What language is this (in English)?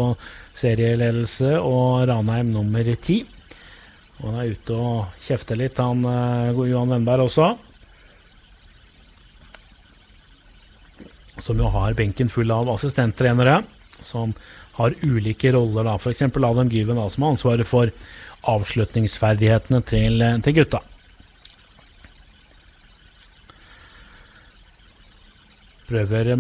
Norwegian